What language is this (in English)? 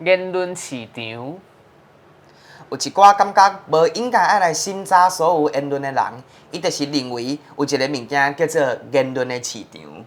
Min Nan Chinese